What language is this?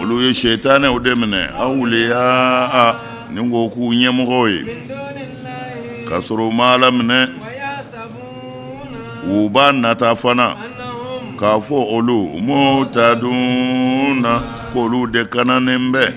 Bambara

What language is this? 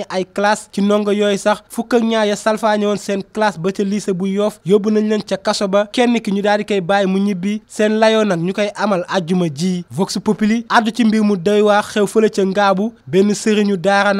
Wolof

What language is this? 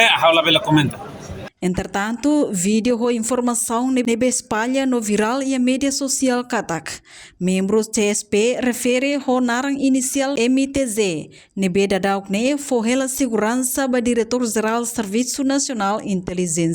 Tetum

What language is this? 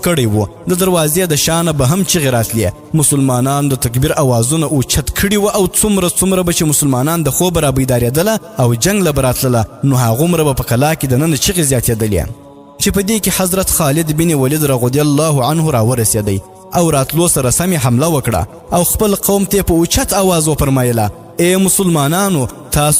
Pashto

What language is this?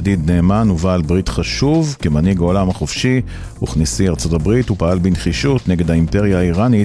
Hebrew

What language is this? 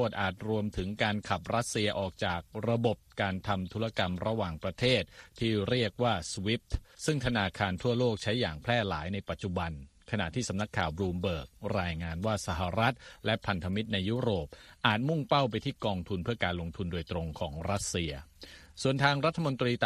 Thai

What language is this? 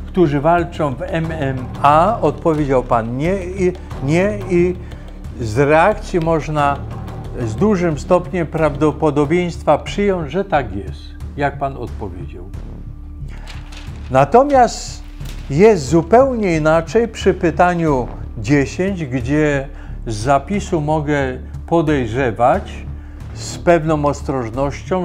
Polish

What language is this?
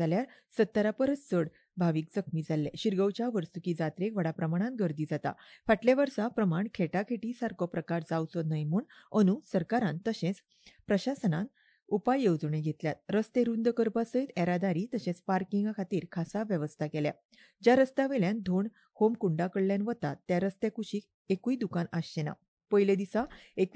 Konkani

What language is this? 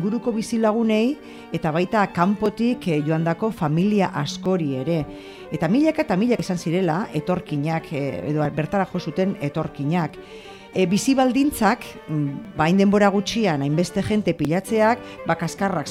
Basque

